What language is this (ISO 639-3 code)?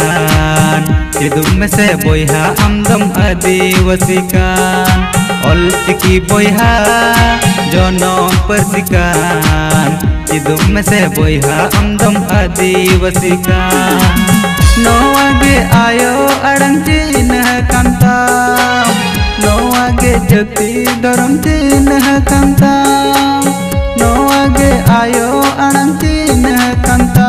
sat